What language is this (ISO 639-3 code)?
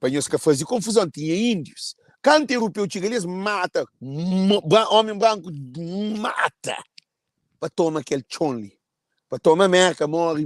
kea